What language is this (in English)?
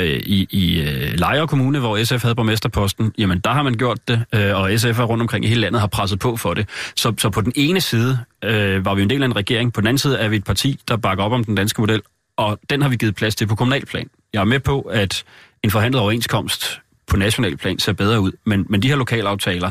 Danish